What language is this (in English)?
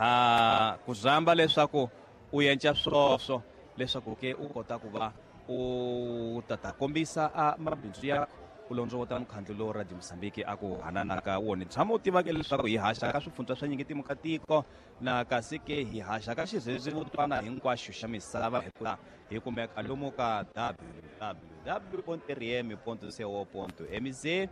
Tsonga